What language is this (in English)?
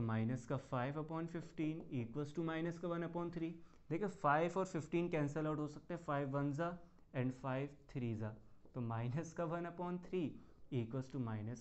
Hindi